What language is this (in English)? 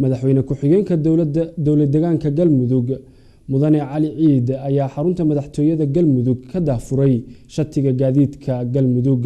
Somali